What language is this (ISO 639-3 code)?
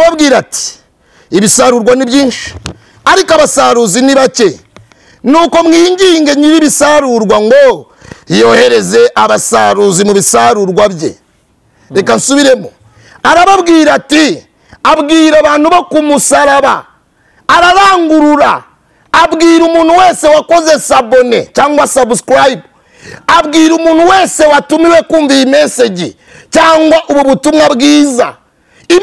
kin